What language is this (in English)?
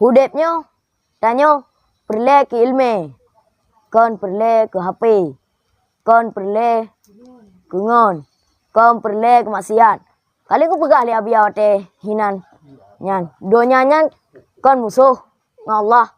Achinese